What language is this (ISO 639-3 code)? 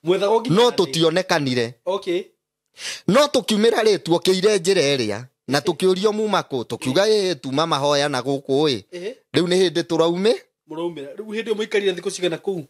kik